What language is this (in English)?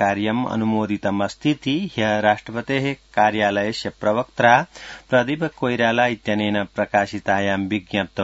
Sanskrit